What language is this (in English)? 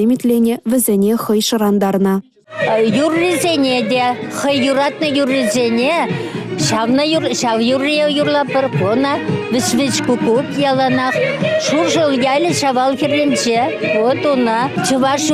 Chuvash